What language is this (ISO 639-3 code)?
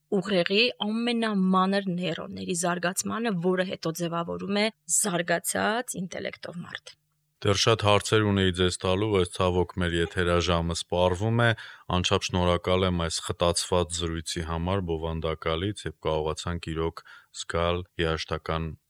hye